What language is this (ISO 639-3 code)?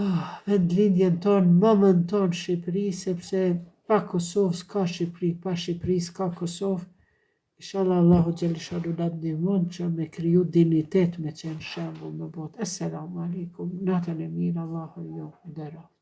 sqi